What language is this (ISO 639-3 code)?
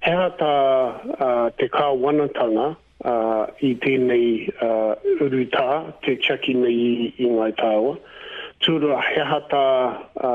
mri